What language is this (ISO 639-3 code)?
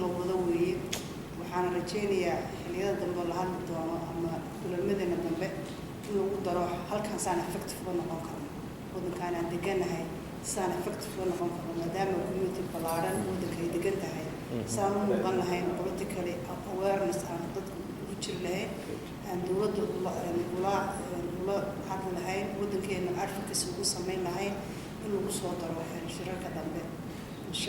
som